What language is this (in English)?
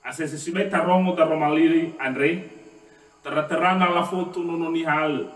Nias